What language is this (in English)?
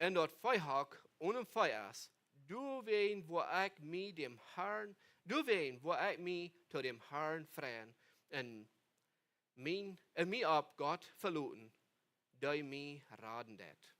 Plautdietsch